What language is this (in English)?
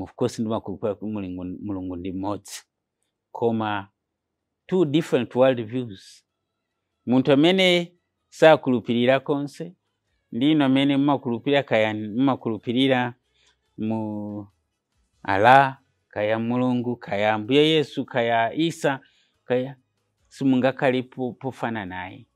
Nyanja